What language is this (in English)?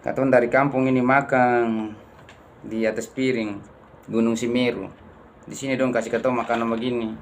Ambonese Malay